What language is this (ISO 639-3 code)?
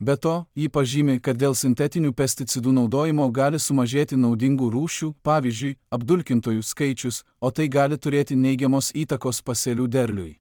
lit